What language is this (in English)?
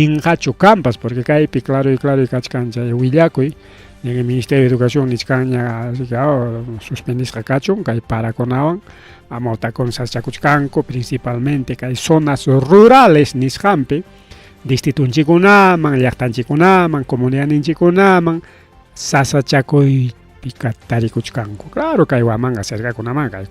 Ayacucho Quechua